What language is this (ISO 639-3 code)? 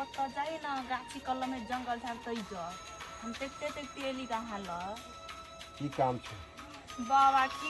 mai